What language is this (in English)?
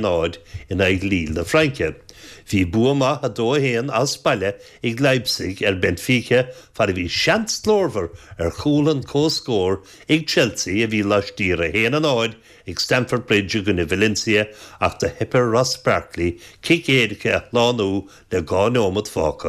Irish